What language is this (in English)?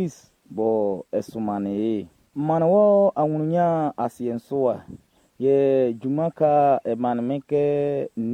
Baoulé